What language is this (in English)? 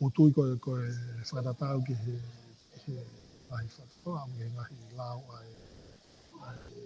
Tongan